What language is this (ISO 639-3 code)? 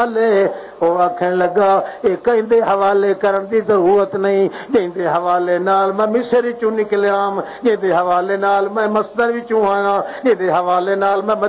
lah